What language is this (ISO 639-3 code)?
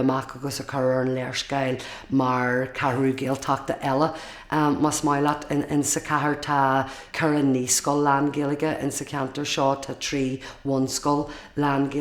gle